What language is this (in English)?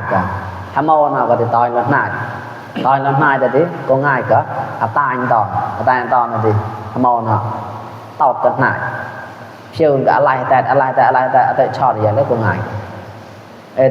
Mon